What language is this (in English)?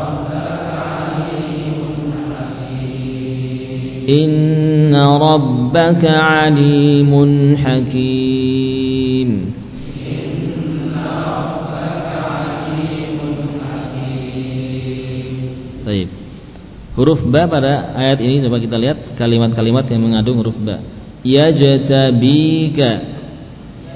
Indonesian